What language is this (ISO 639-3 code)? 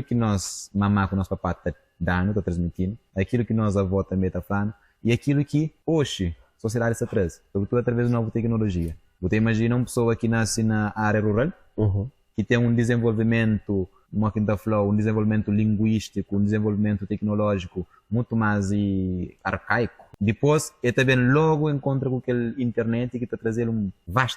kea